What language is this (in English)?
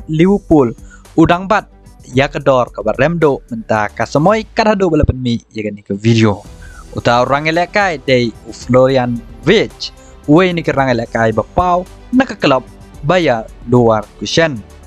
Khasi